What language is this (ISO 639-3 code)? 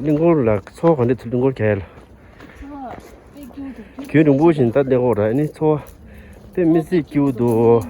bod